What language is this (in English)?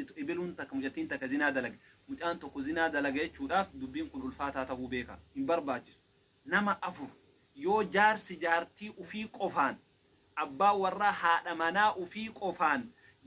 Oromo